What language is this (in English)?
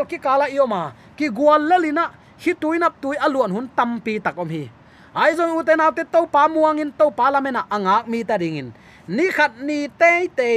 Tedim Chin